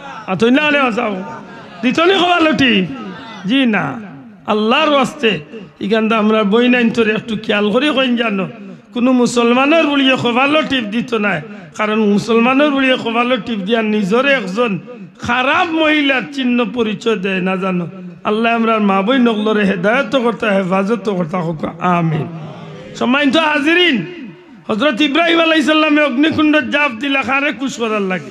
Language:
Sylheti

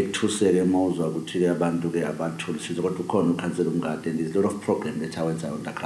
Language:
Zulu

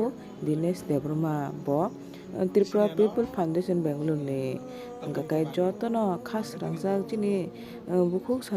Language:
Kok Borok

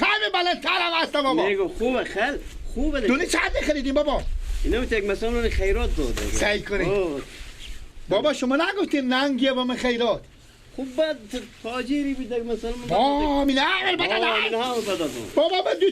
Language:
Persian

